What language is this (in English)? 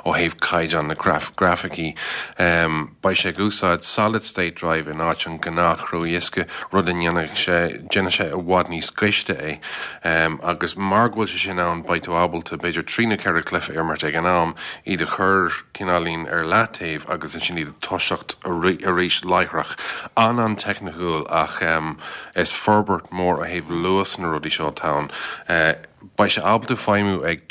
Irish